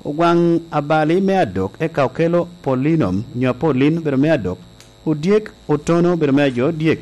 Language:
Lango (Uganda)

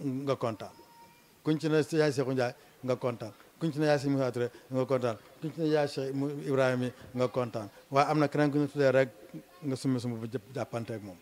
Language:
Wolof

